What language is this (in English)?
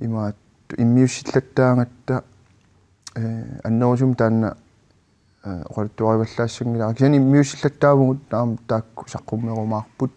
Kalaallisut